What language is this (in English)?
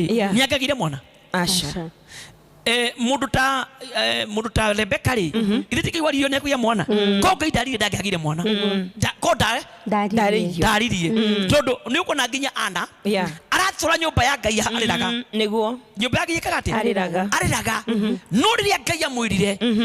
Kikuyu